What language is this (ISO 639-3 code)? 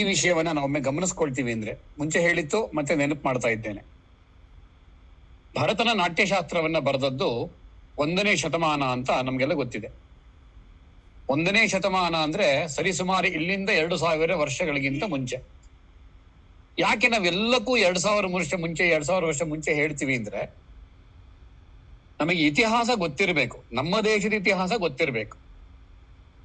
kan